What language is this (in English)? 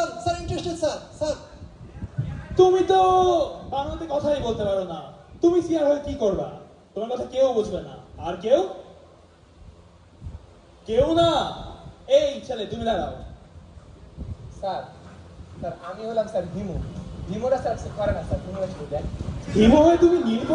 Bangla